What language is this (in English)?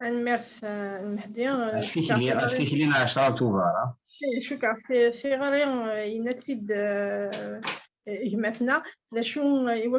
Kabyle